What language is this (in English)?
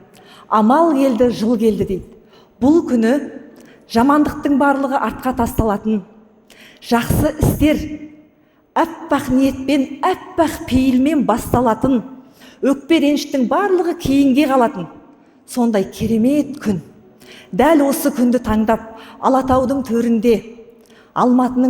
Kazakh